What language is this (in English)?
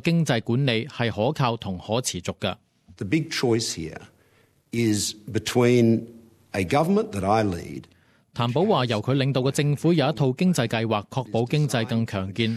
Cantonese